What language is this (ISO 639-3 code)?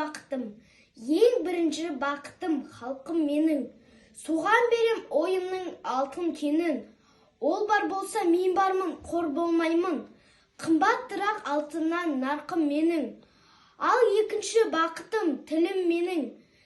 kaz